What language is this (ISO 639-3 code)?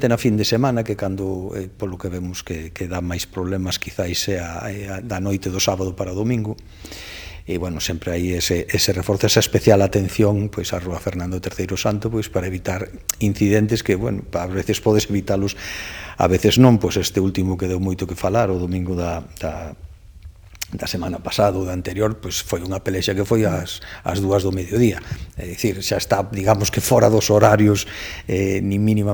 glg